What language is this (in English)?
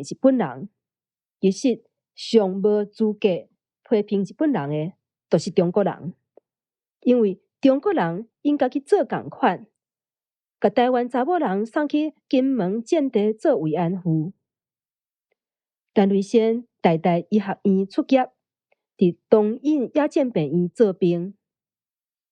Min Nan Chinese